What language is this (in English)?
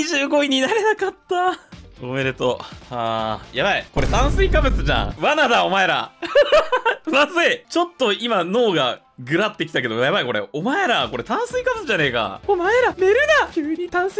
Japanese